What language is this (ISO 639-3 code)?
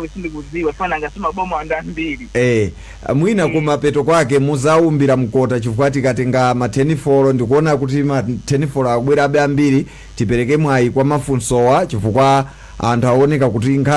nya